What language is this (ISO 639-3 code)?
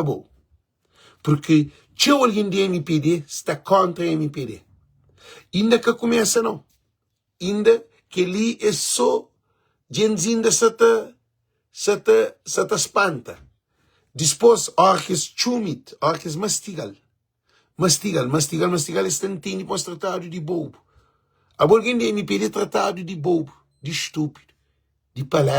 kea